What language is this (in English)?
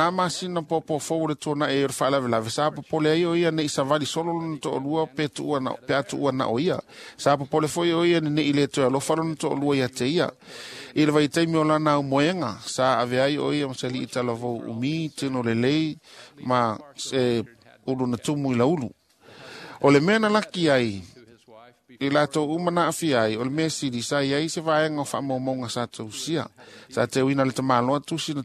Samoan